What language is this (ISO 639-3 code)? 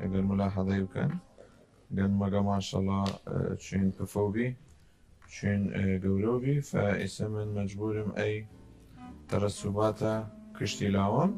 sdh